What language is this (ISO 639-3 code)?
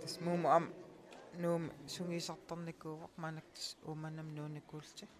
kal